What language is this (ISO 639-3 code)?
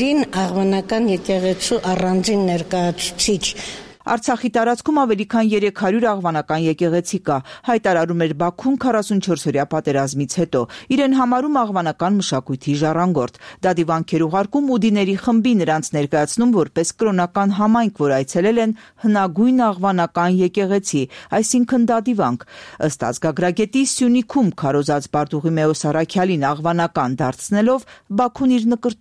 hye